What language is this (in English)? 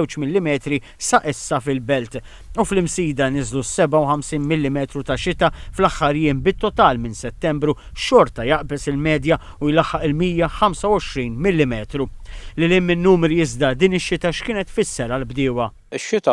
Maltese